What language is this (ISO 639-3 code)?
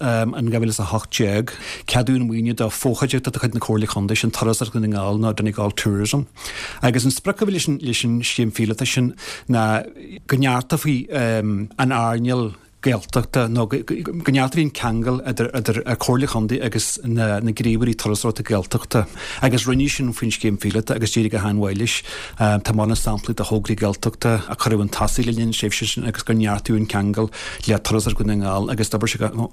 gle